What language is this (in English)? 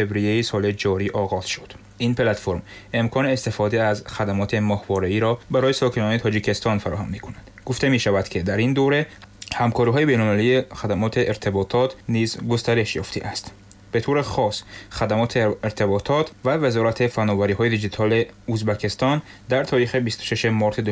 Tajik